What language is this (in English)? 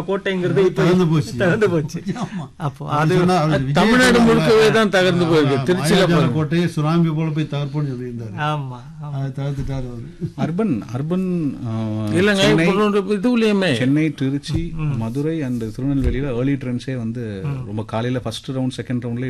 Tamil